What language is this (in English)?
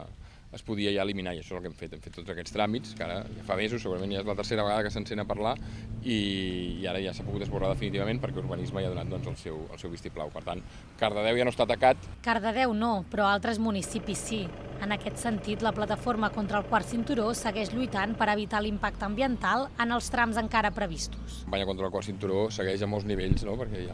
Catalan